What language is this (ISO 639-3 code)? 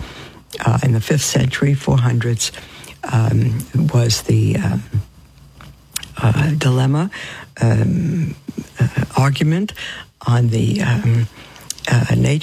eng